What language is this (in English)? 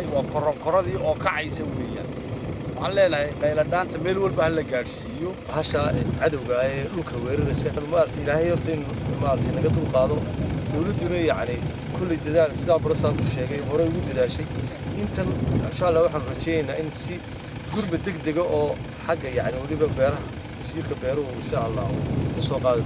Somali